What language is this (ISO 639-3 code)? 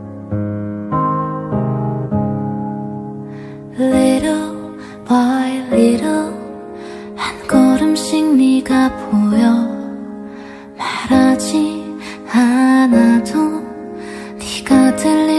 kor